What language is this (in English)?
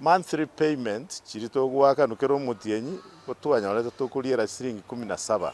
Gusii